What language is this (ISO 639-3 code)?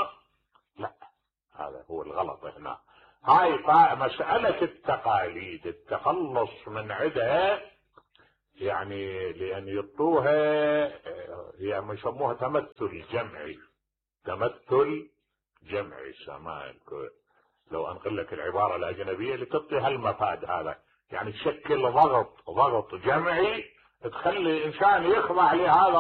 acm